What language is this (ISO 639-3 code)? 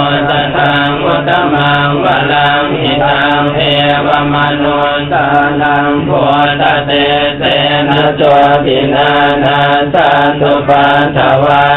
pli